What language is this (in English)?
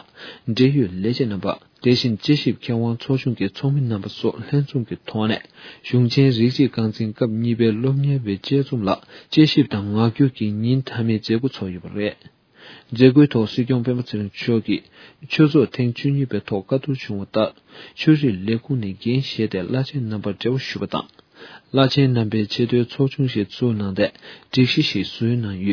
Tibetan